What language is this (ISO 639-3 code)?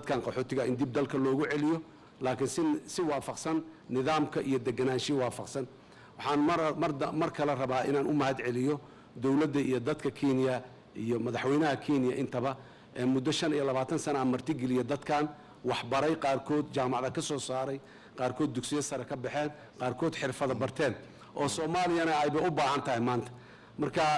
som